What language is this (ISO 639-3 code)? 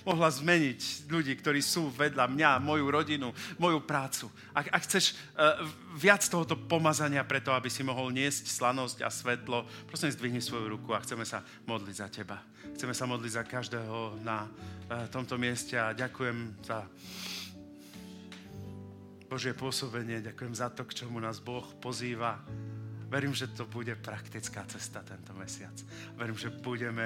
slk